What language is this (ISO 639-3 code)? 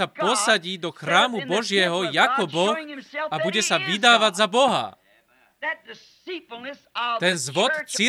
slk